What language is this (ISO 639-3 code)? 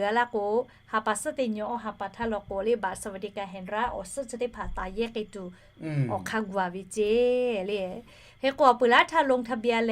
lhu